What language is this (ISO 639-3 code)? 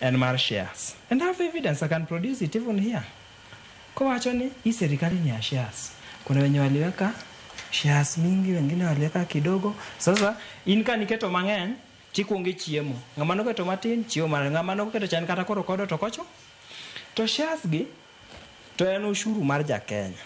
luo